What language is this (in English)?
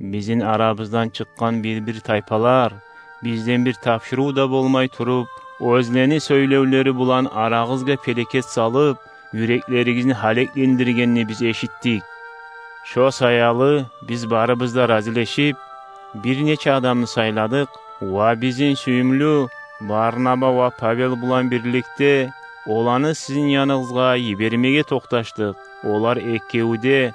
Kumyk